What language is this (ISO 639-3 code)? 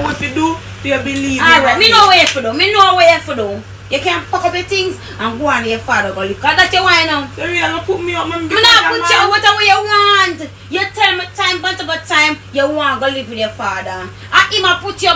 jam